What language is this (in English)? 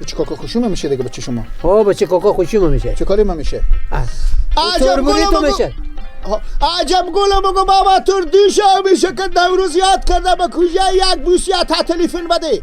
Persian